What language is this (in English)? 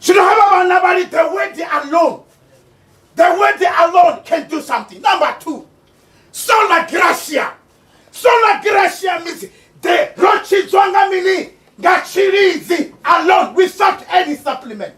Venda